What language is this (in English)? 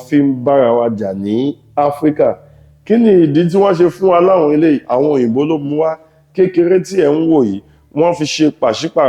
Yoruba